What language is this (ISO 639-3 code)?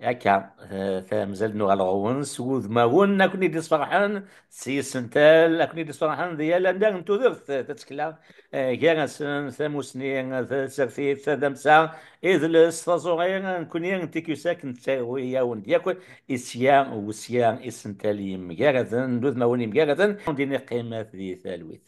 kab